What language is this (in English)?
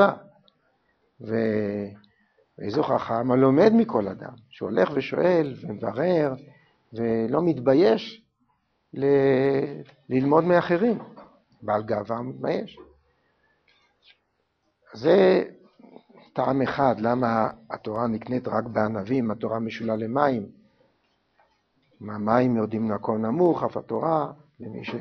Hebrew